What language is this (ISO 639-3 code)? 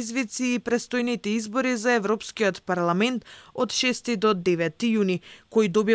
mkd